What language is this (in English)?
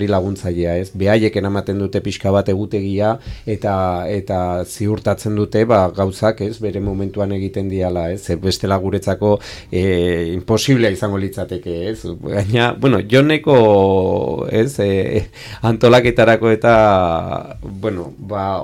Basque